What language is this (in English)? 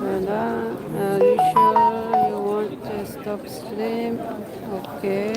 Algerian Arabic